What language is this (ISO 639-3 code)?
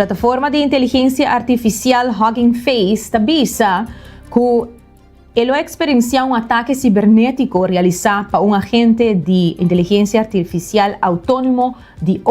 pap